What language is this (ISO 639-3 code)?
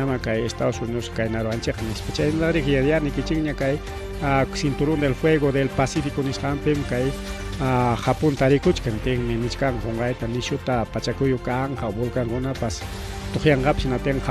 quy